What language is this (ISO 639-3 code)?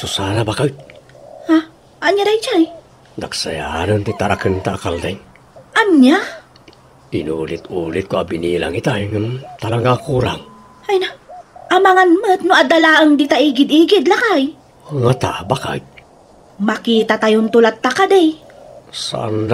ilo